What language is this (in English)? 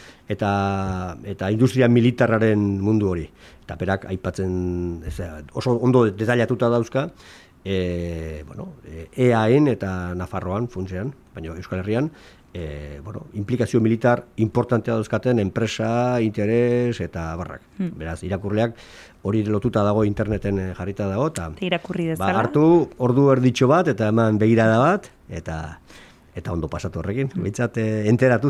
Basque